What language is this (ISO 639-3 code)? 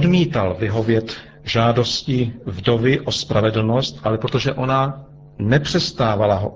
ces